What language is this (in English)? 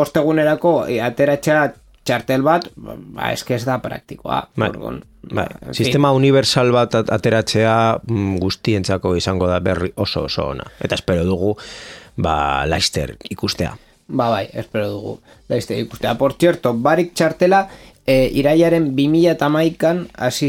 Basque